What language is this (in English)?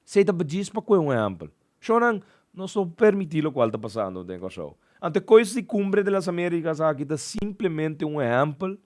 Papiamento